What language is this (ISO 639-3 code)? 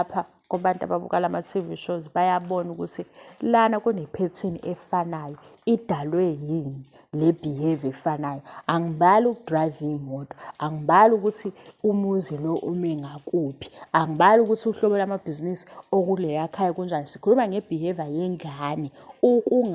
zul